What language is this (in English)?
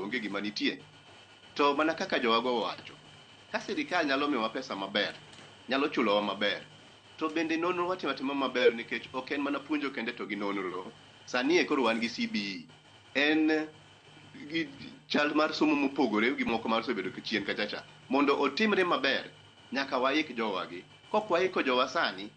Luo (Kenya and Tanzania)